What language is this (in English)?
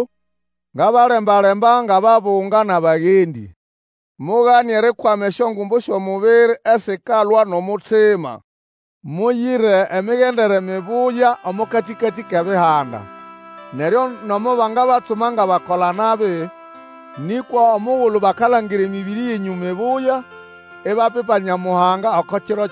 Nande